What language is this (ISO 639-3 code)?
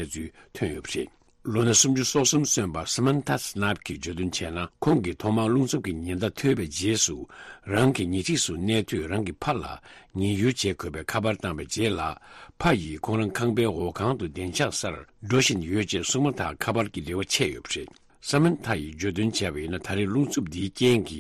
bod